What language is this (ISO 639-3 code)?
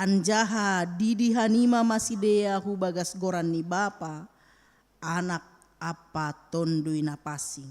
bts